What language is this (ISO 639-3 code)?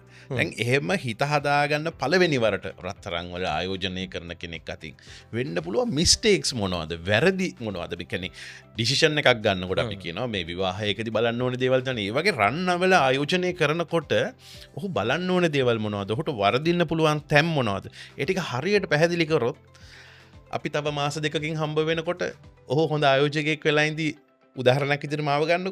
sin